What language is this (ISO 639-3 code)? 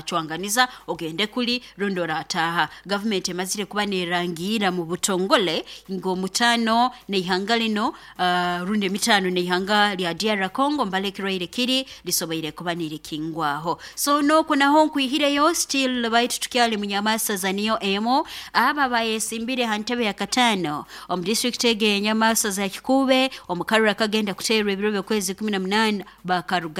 nyo